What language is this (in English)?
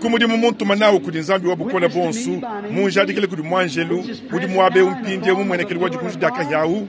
Luba-Lulua